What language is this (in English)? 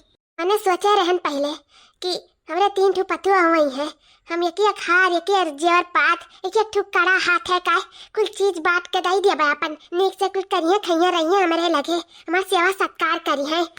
Awadhi